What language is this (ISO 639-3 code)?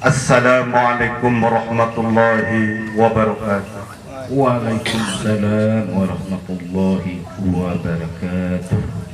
sas